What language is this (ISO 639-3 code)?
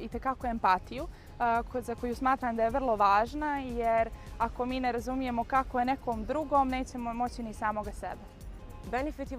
bos